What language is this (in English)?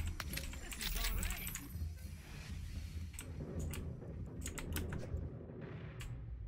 Norwegian